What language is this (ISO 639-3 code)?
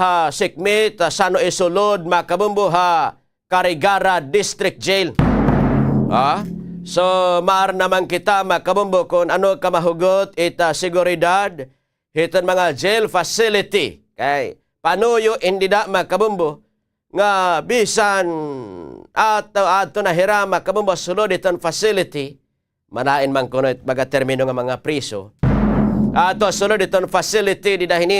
war